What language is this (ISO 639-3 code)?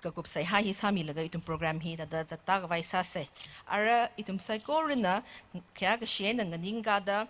nmf